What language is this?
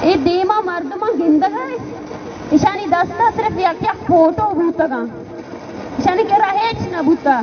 Baluchi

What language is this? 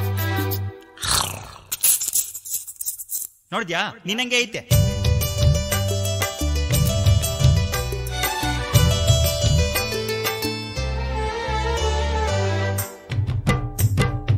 Kannada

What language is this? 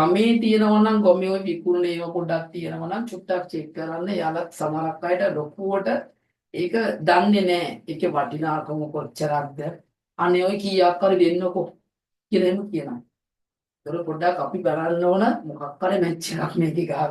Sinhala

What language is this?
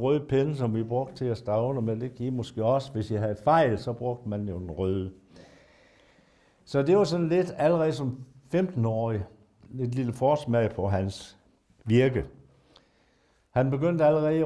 Danish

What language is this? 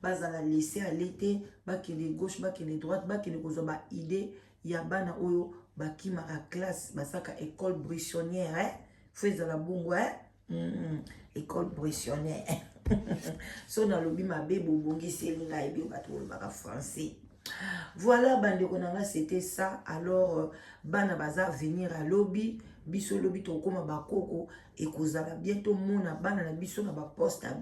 Lingala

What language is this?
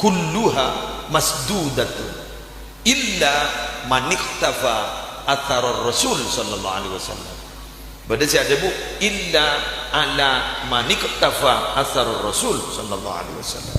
Madurese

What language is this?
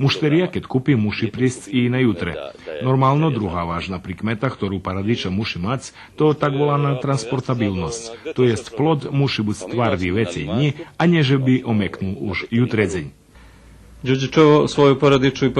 Rusyn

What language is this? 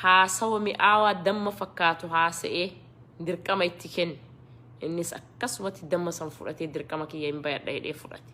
Oromo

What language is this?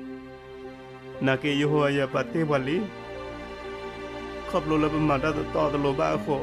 S'gaw Karen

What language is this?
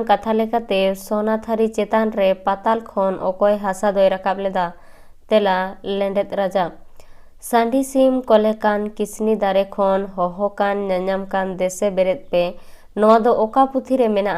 Santali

